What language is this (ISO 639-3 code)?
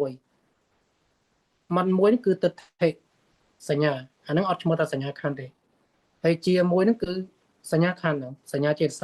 khm